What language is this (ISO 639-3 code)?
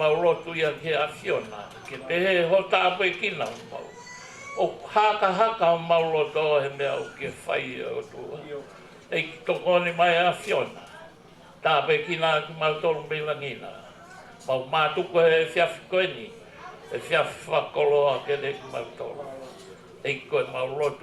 ton